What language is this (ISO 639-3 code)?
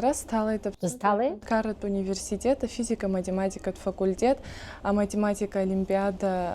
abk